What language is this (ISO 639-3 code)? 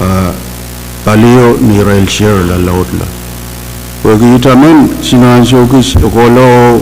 pon